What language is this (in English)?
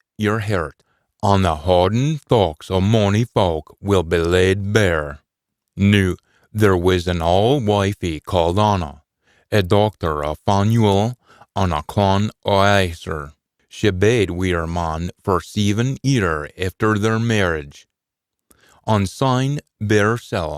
Scots